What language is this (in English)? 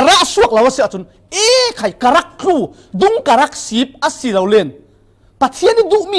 Falam Chin